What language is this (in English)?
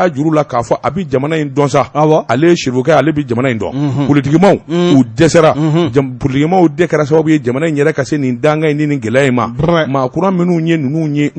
Bambara